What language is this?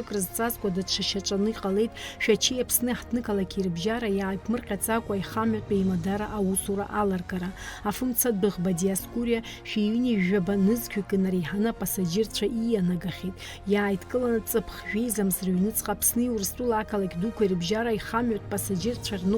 Abkhazian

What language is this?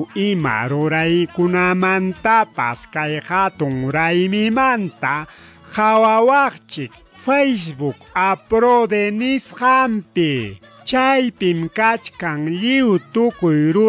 Ayacucho Quechua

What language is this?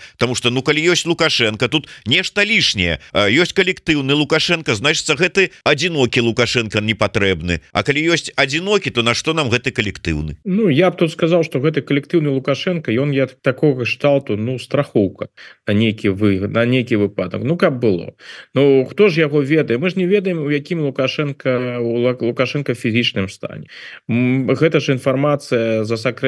Belarusian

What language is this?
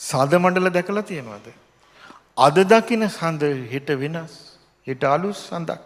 Sinhala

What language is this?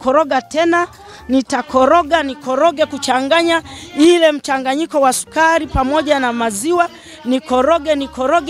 Swahili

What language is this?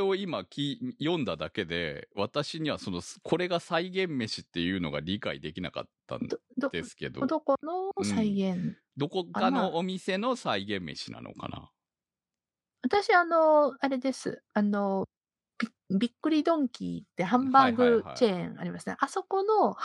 Japanese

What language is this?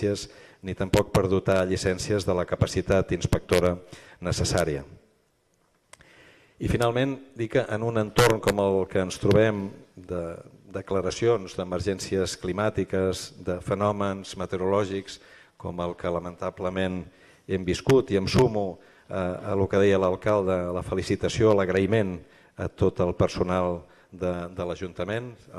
Catalan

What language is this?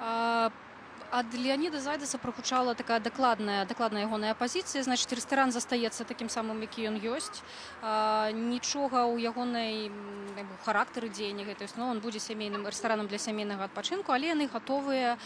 Belarusian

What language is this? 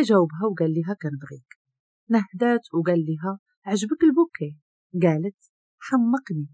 Moroccan Arabic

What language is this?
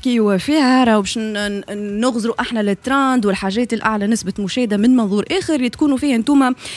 Tunisian Arabic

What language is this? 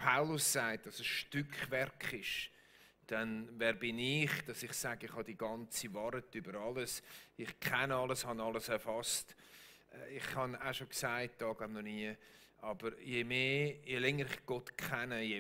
Swiss German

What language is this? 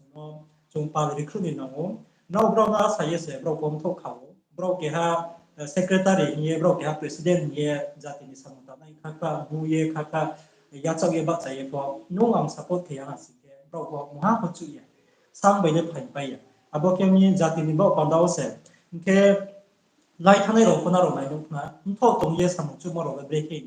Riang (India)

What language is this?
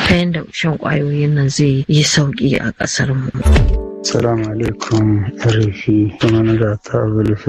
Hausa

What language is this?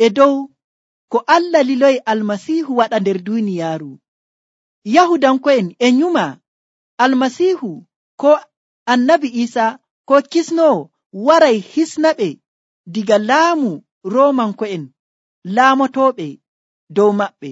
Nigerian Fulfulde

